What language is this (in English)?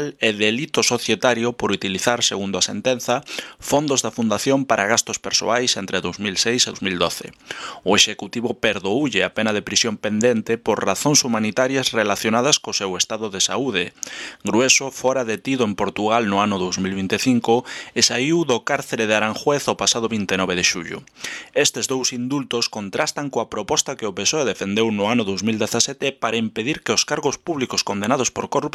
Galician